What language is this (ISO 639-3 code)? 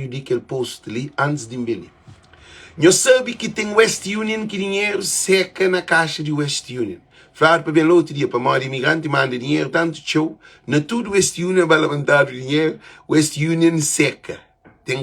kea